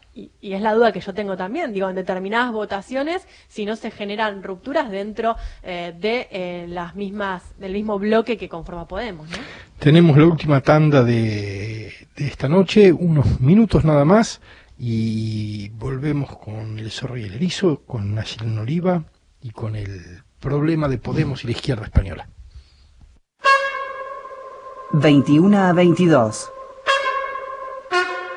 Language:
Spanish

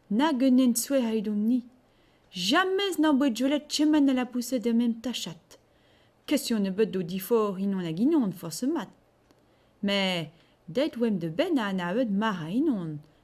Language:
Breton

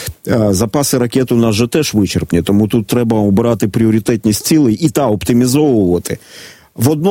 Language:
Ukrainian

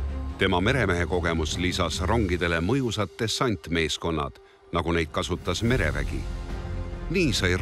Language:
Estonian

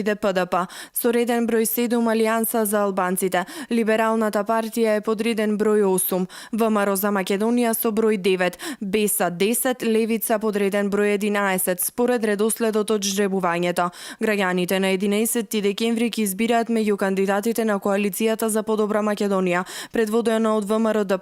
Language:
Macedonian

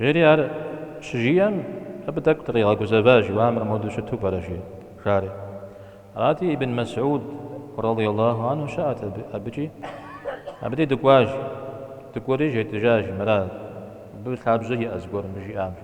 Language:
Kabardian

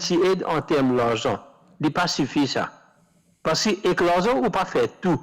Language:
Morisyen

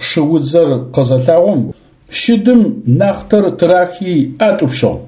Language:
Adyghe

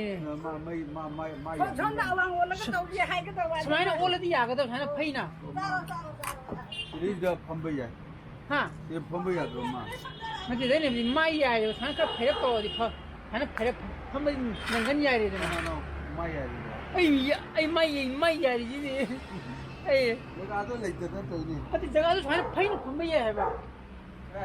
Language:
Manipuri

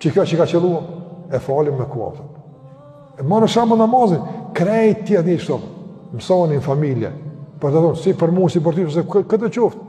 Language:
Albanian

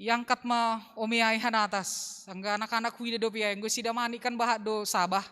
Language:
Batak Simalungun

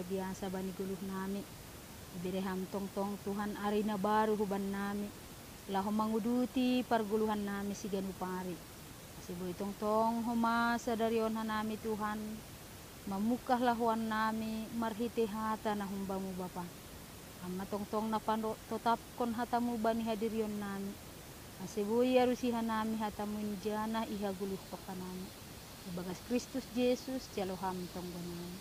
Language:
Batak Simalungun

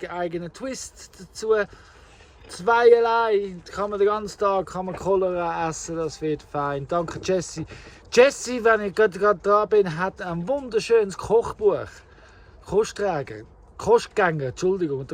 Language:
Swiss German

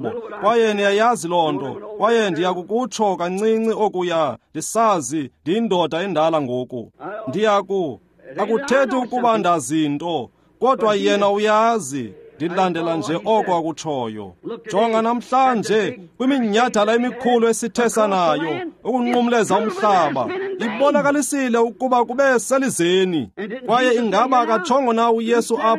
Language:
Xhosa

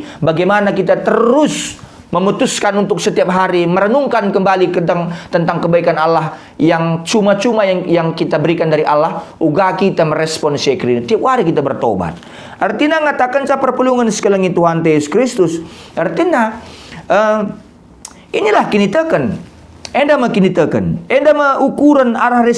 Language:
Batak Karo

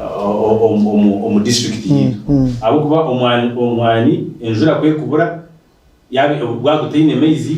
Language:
Nyankole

